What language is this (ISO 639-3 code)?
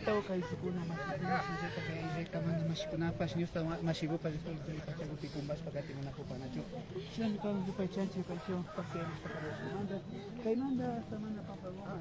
qvi